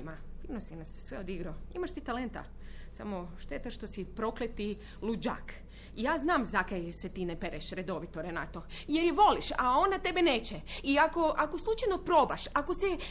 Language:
Croatian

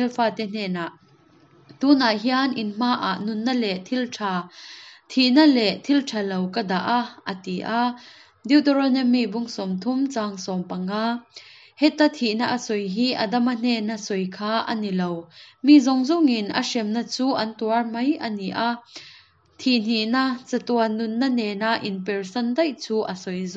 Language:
Hakha Chin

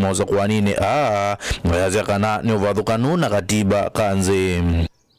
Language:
Kamba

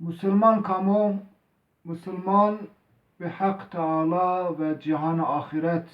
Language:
Zaza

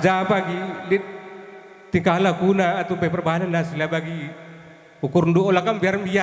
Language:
Batak Karo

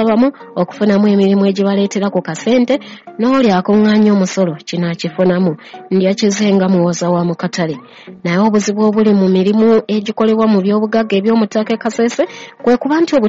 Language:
Ganda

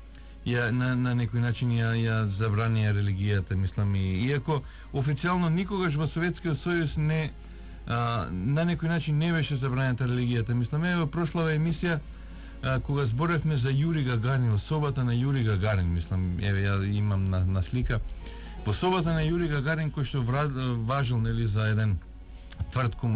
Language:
Macedonian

